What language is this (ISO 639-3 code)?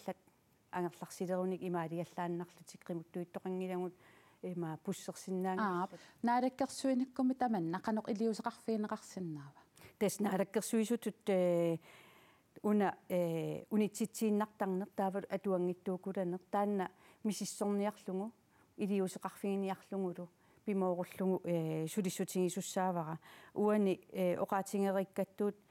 kal